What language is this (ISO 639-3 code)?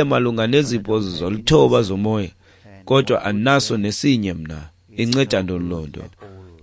xho